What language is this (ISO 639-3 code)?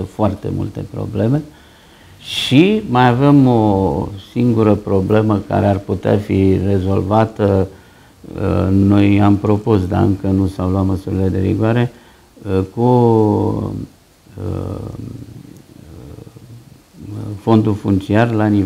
ron